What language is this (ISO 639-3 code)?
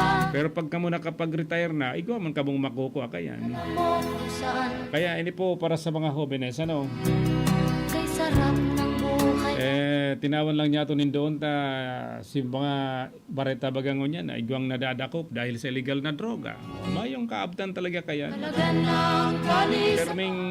bik